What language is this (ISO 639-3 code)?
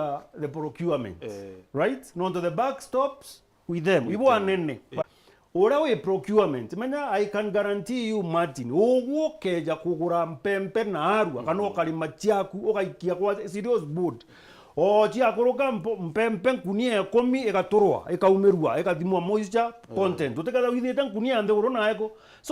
mer